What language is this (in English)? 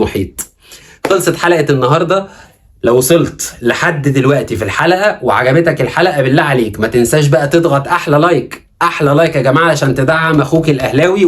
Egyptian Arabic